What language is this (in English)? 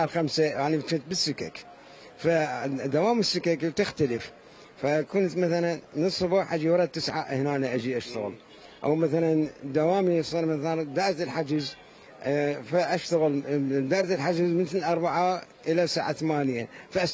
Mesopotamian Arabic